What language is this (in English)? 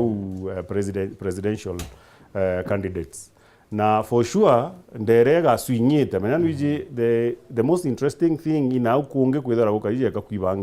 Meru